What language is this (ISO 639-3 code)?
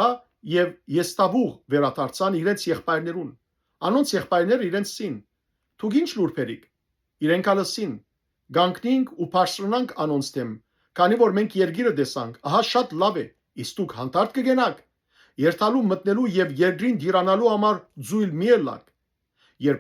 hyw